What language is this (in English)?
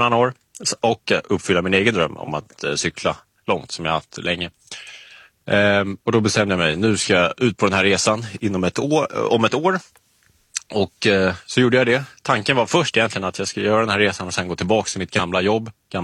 Swedish